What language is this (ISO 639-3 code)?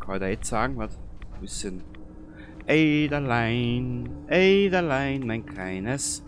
bar